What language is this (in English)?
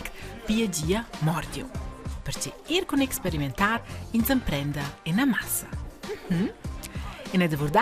Romansh